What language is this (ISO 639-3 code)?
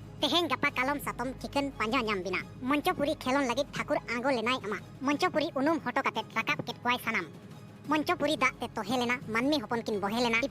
sat